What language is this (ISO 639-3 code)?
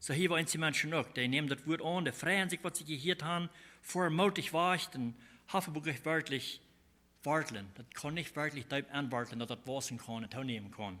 pdt